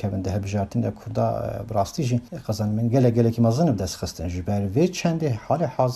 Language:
Kurdish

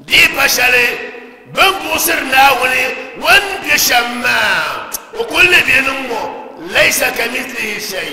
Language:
Dagbani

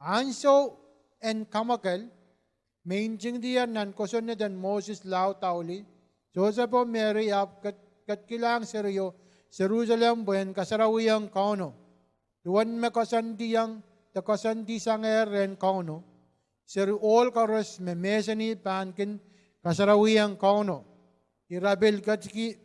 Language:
Pohnpeian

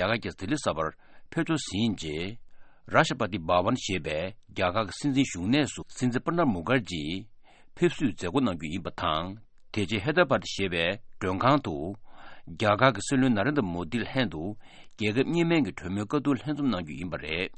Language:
Tibetan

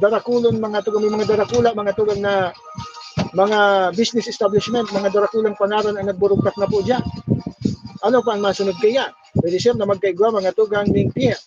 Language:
Bikol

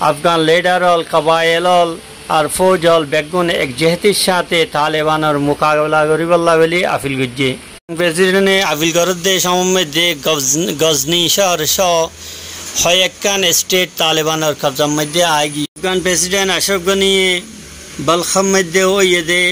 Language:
Rohingya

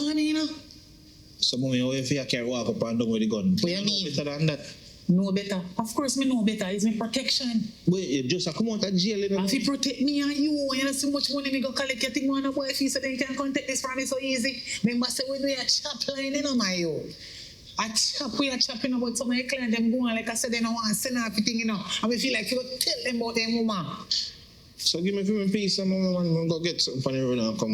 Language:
Jamaican Creole English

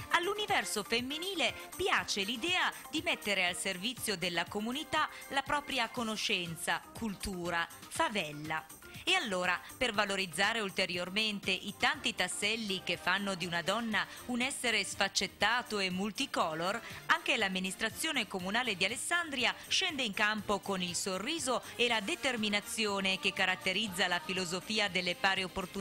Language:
Italian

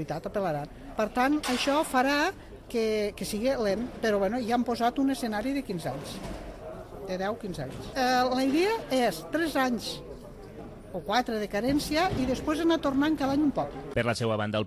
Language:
Catalan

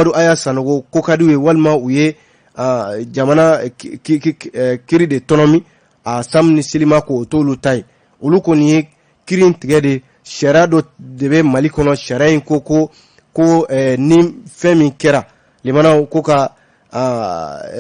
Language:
Bambara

